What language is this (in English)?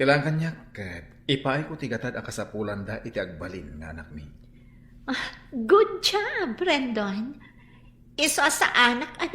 Iloko